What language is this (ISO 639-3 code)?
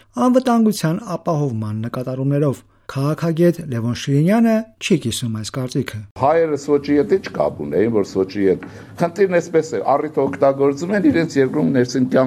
hye